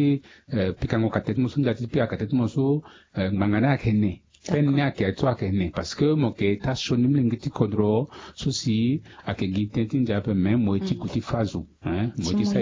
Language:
Sango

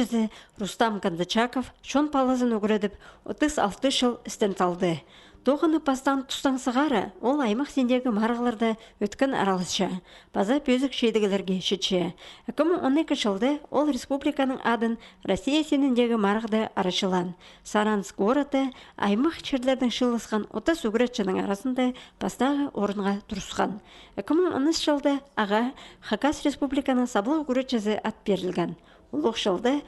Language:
Khakas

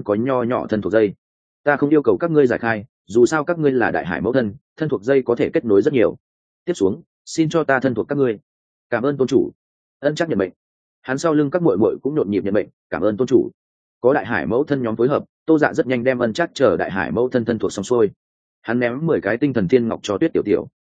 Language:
Vietnamese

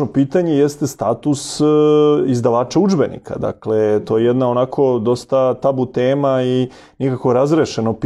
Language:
Serbian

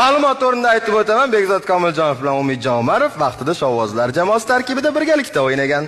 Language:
Uzbek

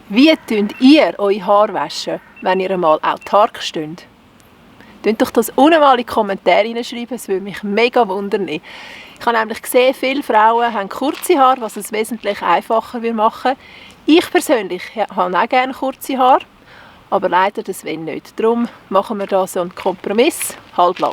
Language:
Swiss German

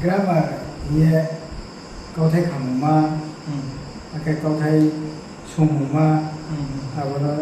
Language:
Riang (India)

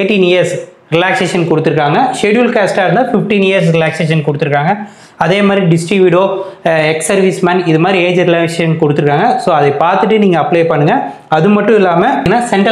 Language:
Tamil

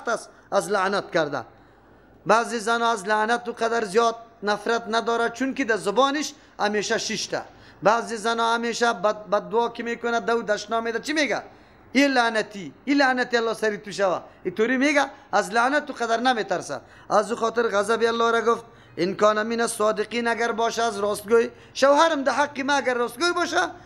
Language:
Persian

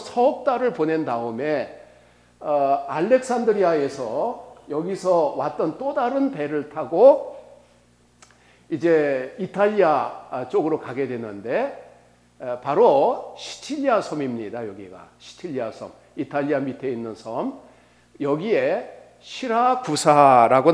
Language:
Korean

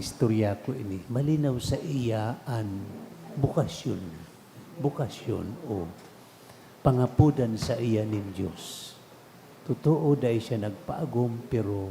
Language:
Bikol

